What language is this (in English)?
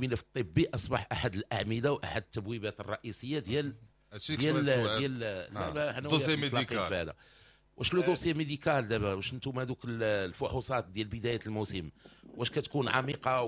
Moroccan Arabic